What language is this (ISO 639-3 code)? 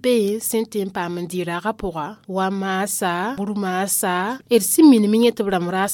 mos